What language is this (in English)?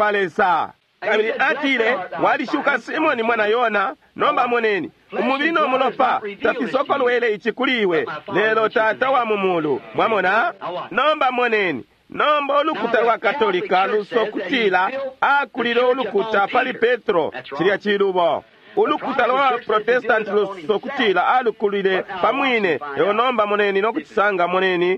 Bemba